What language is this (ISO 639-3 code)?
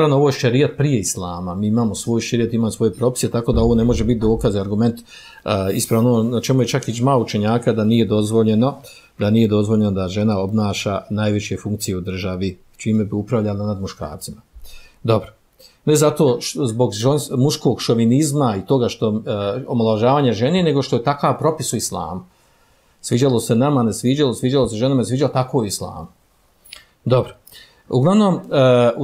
bos